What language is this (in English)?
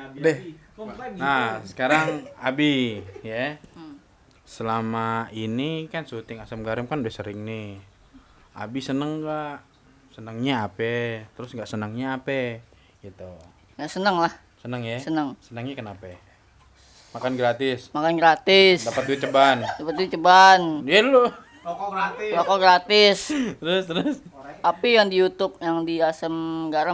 Betawi